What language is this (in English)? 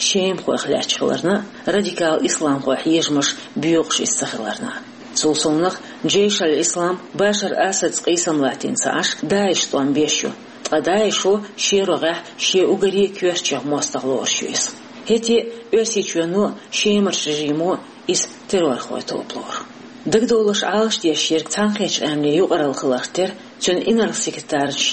Chechen